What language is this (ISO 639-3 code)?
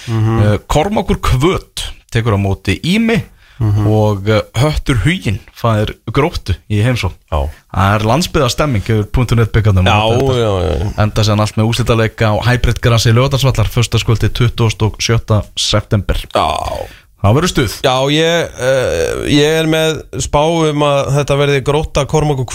isl